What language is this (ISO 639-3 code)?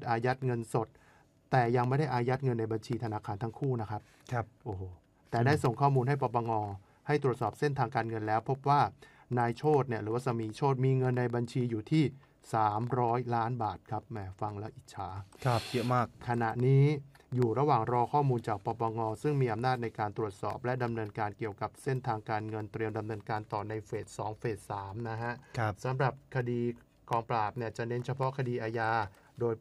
tha